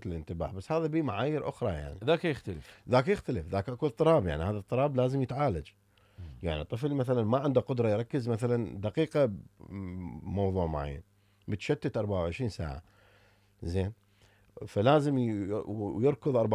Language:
Mesopotamian Arabic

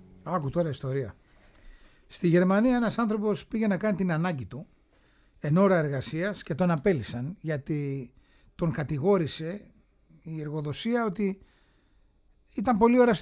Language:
Greek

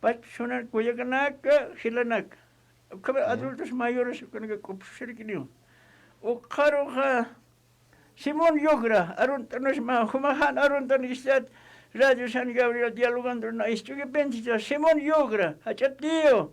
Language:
Aymara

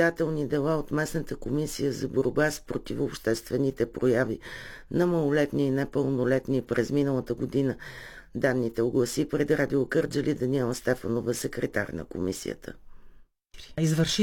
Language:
Bulgarian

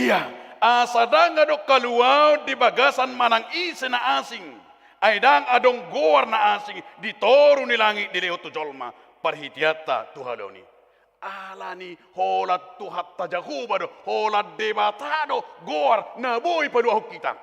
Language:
Batak Toba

